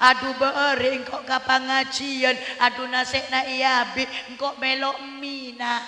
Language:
Madurese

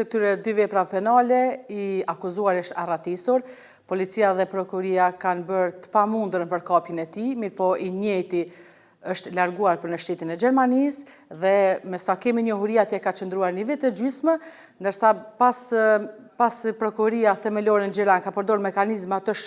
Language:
Albanian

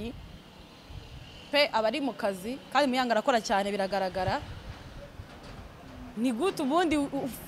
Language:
Kinyarwanda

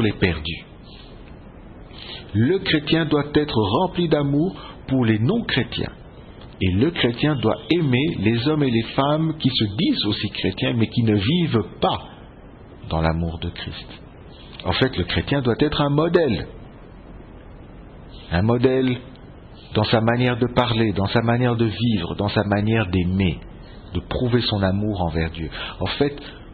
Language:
French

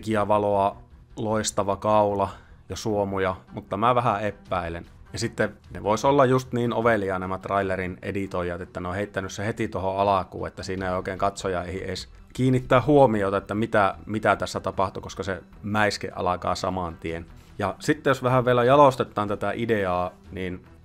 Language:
Finnish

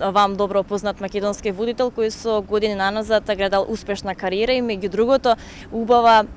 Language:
Macedonian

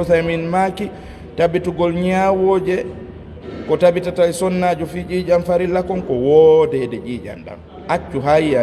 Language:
Fula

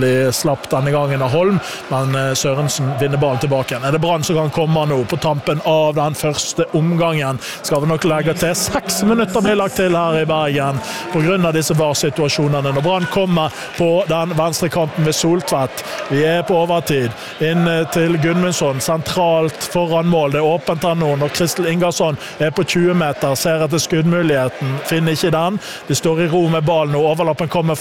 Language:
Norwegian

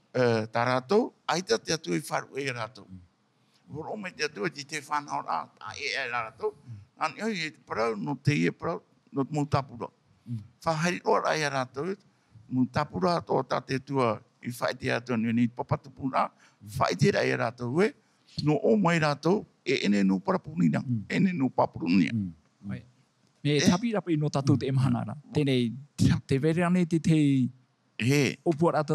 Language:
Tahitian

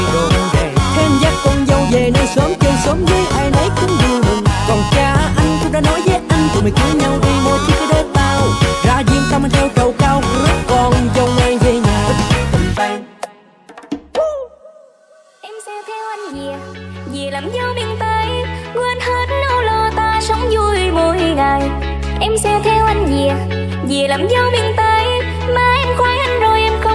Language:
Vietnamese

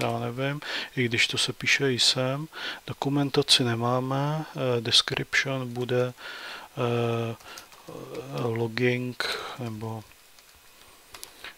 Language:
Czech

